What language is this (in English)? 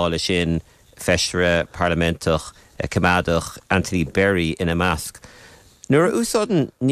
Irish